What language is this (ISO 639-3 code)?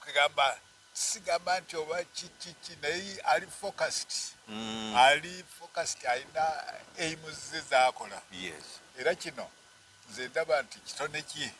lug